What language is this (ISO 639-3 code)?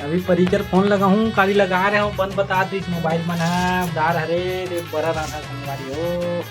hne